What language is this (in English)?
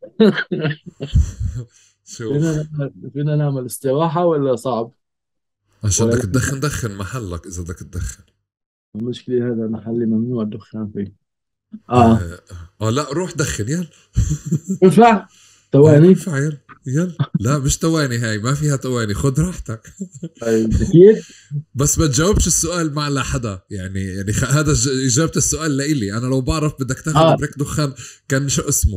North Levantine Arabic